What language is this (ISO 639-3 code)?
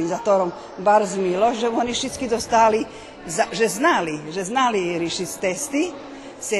rue